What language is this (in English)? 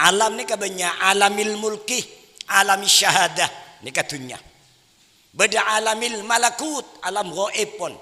Madurese